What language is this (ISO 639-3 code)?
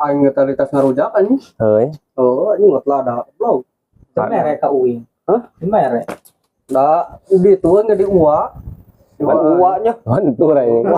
sun